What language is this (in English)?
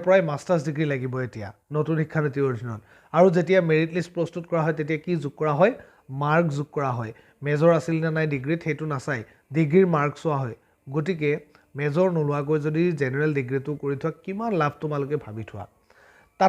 Assamese